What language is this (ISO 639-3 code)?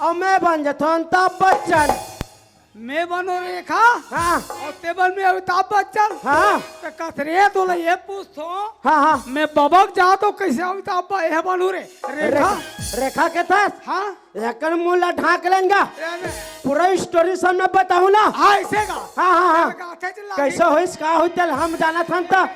hne